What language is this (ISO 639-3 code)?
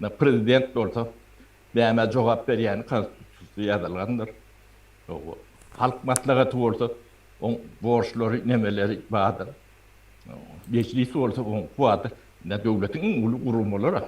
tuk